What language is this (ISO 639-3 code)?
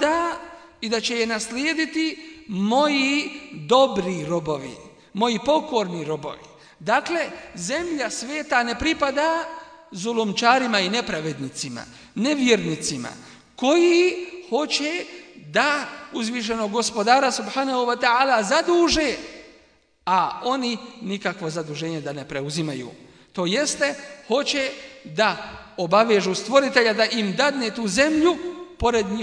bos